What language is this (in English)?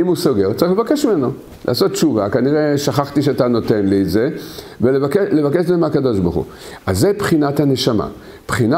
Hebrew